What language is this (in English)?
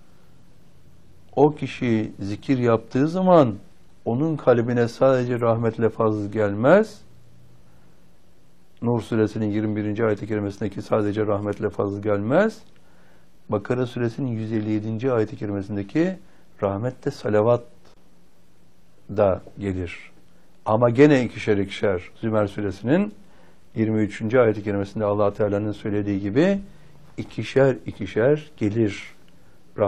Turkish